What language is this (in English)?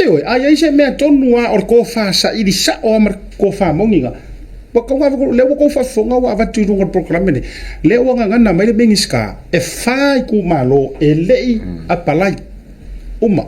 Samoan